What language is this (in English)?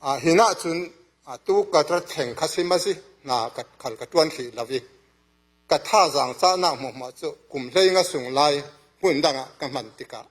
Falam Chin